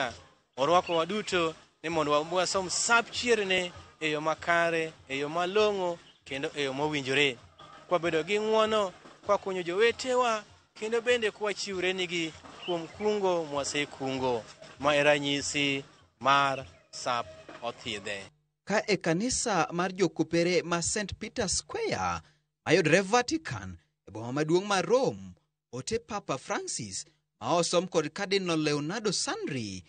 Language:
Luo (Kenya and Tanzania)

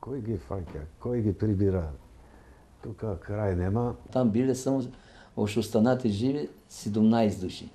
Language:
Macedonian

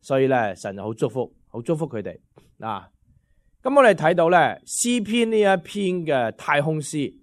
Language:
Cantonese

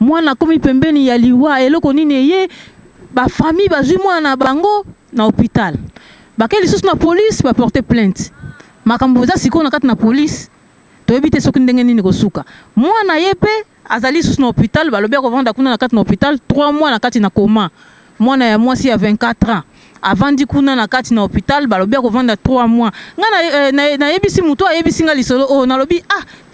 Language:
Lingala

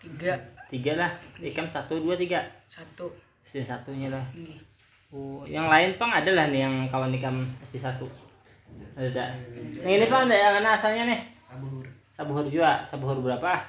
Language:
Banjar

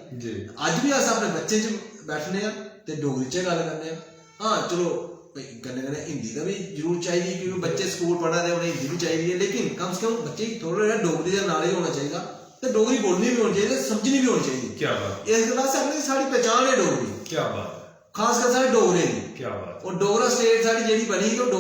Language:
Dogri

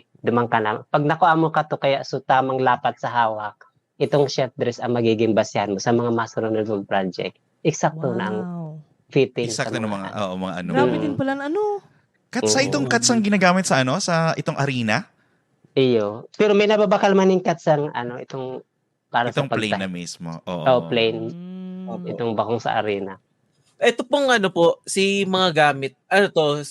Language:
Bikol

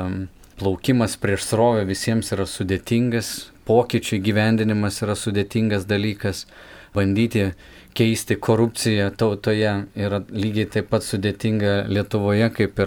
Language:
Lithuanian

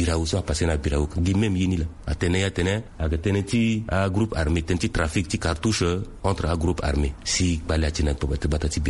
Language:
Sango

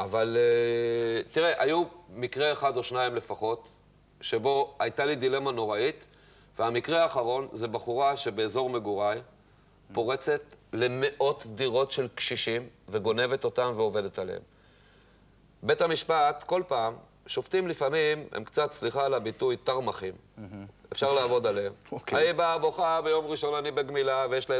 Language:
Hebrew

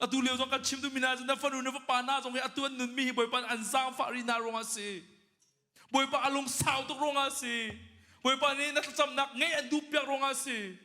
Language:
Hakha Chin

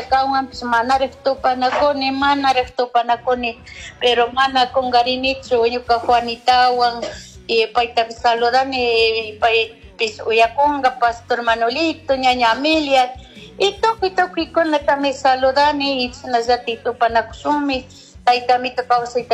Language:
Chimborazo Highland Quichua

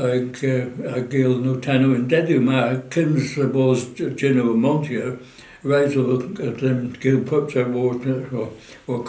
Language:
Cornish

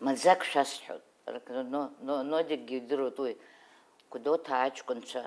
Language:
Abkhazian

